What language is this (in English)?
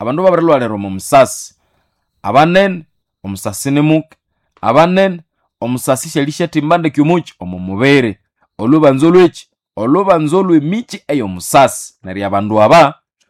Nande